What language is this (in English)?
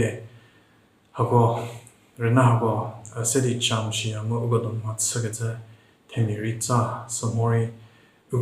Angami Naga